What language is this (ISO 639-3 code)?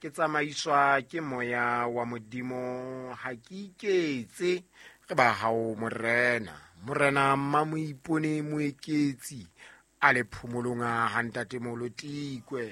sot